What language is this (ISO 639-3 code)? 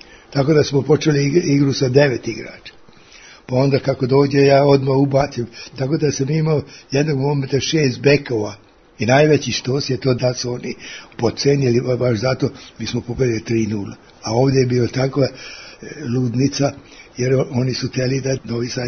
srp